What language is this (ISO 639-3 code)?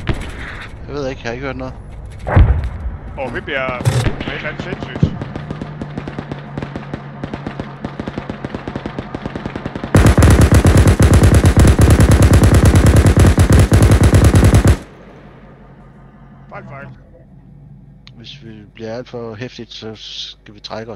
dan